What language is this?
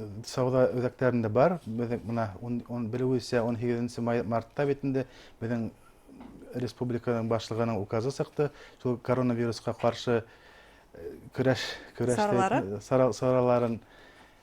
Bashkir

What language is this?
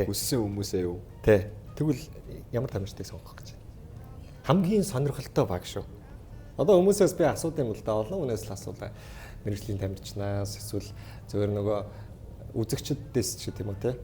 Mongolian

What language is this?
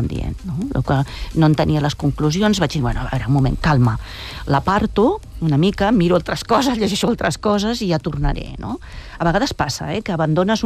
Catalan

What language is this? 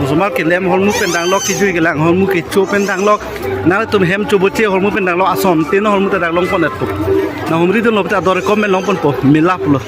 Karbi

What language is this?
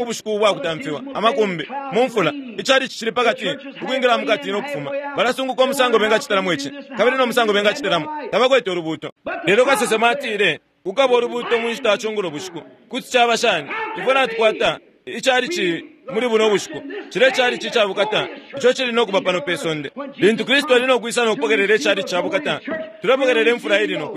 Bemba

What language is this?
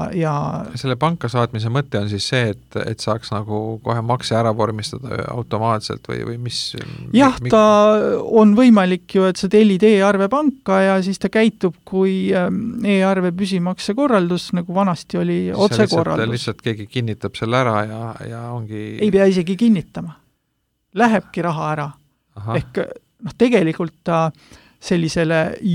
Estonian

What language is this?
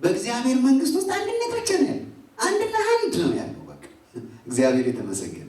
Amharic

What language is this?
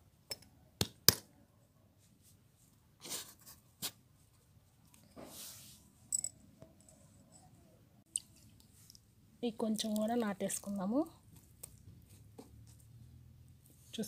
Telugu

